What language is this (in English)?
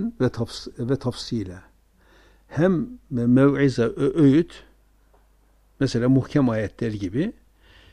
Turkish